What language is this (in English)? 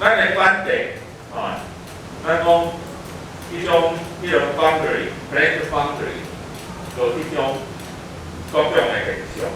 Min Nan Chinese